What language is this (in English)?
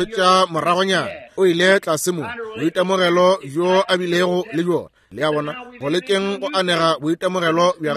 Northern Sotho